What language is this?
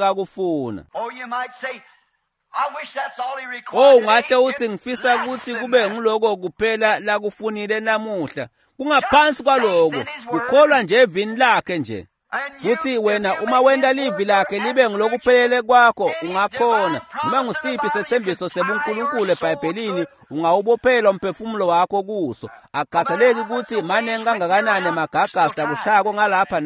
Swati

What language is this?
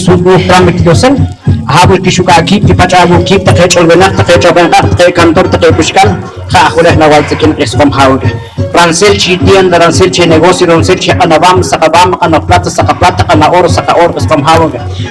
Poqomchi'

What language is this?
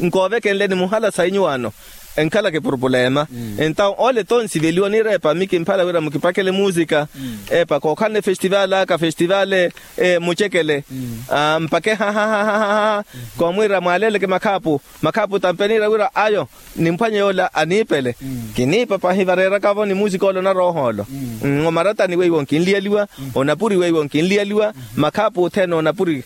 Makhuwa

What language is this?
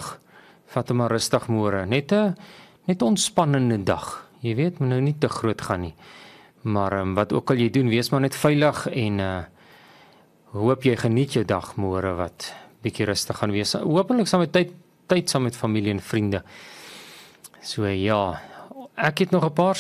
Afrikaans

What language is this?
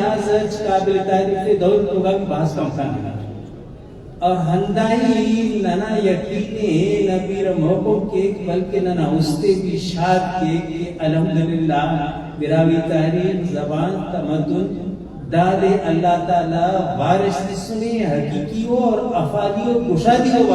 Brahui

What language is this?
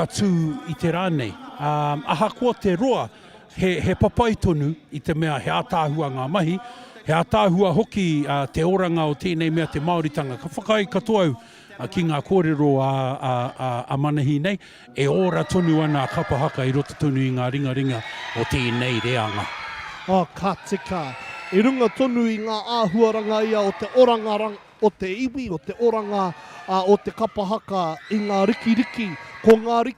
Māori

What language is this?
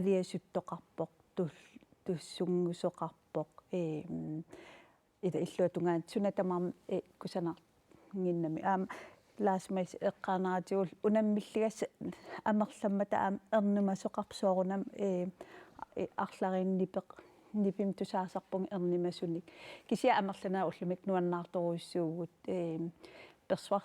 Kalaallisut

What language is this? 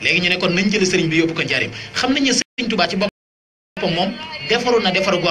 Wolof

